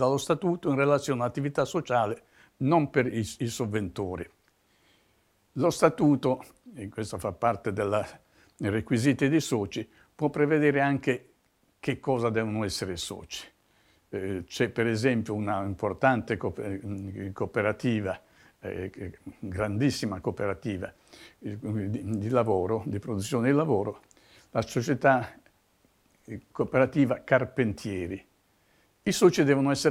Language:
Italian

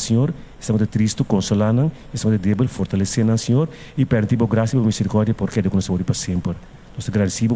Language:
Papiamento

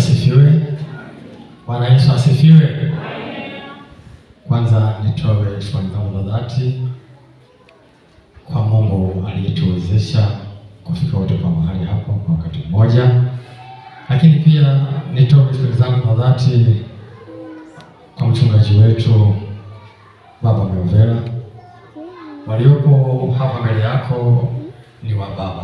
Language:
Swahili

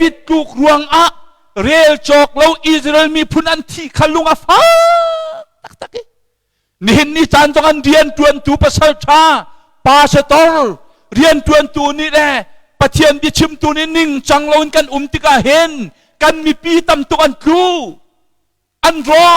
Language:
Hakha Chin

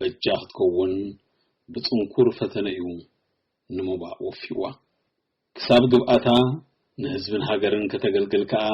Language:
Tigrinya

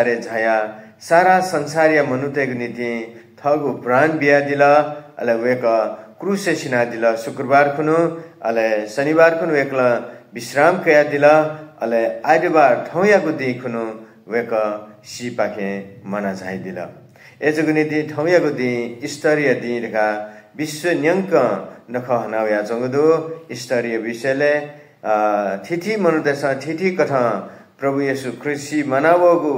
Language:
Newari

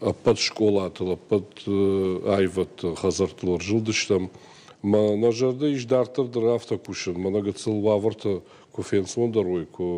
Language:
Ossetic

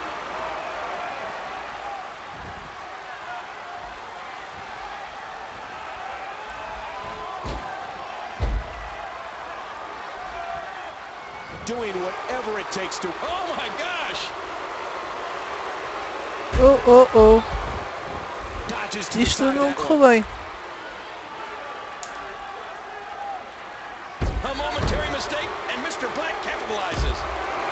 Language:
Portuguese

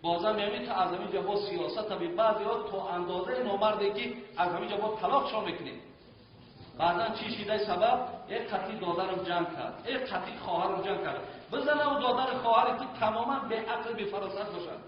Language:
Tajik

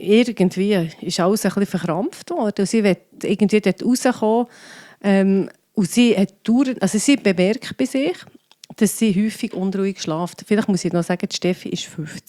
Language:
German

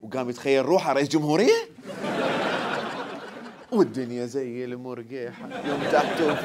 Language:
Mesopotamian Arabic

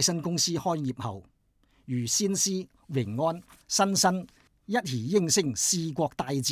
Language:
Cantonese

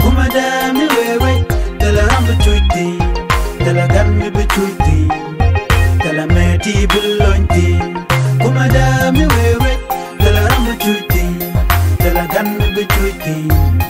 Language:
Nuer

